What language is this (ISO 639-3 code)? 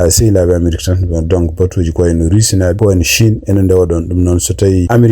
ful